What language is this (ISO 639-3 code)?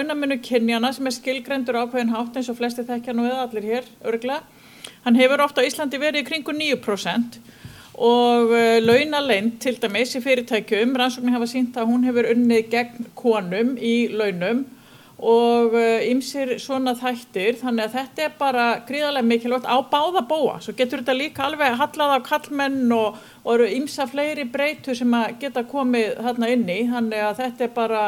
isl